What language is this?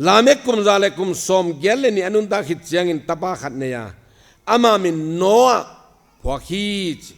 Tedim Chin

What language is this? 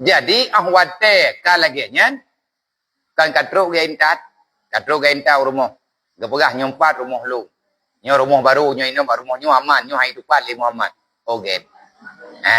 Achinese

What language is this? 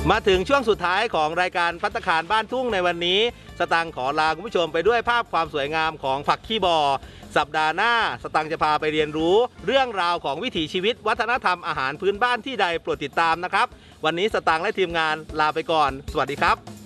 Thai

